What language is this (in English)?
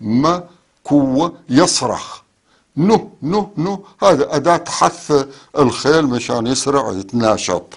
North Levantine Arabic